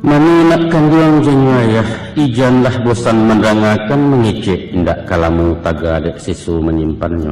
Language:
Minangkabau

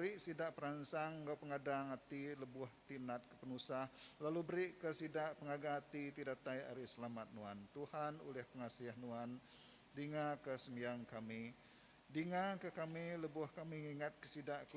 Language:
Iban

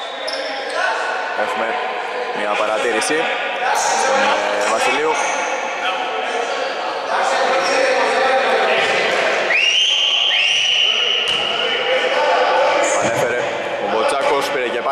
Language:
Greek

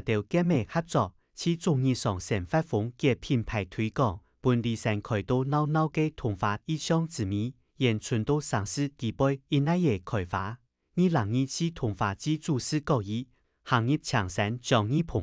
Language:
Hakka Chinese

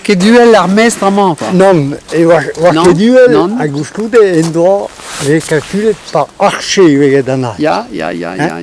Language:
Breton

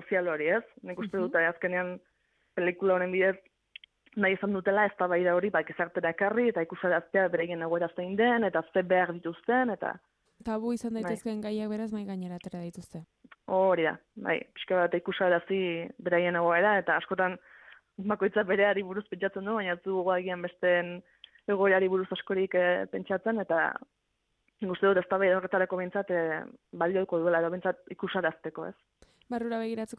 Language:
Basque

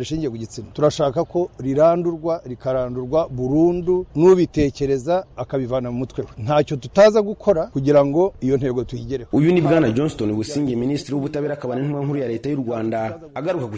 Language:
Kinyarwanda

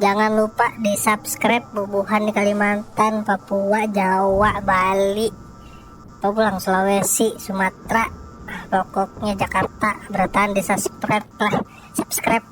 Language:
Banjar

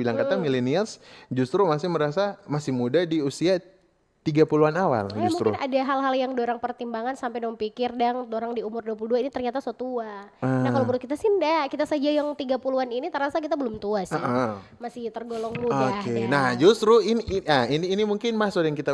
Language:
Manado Malay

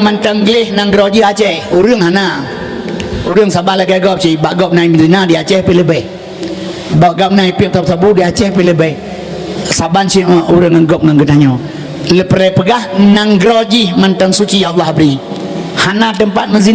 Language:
Achinese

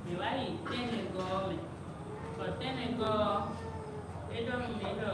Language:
Fon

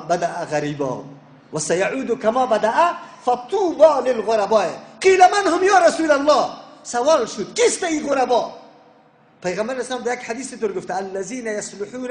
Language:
Tajik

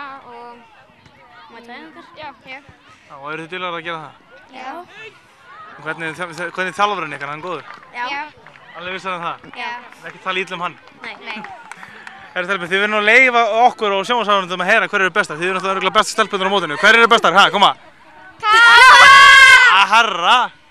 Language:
Icelandic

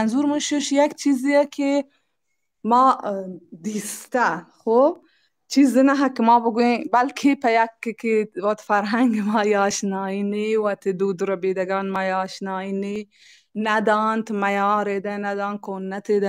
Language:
Baluchi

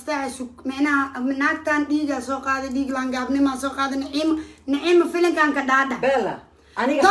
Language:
Somali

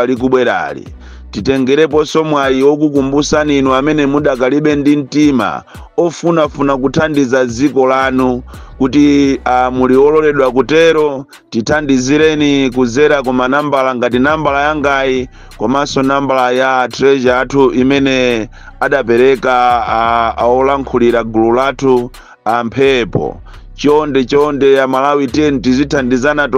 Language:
Nyanja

